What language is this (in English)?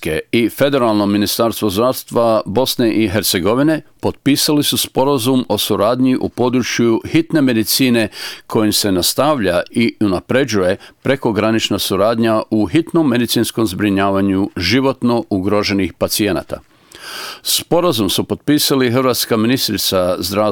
Croatian